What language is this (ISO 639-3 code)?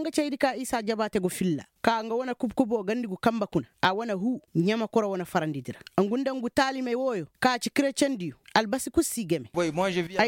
ses